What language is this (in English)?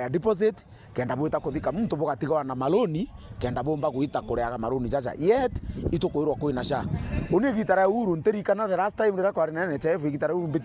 Meru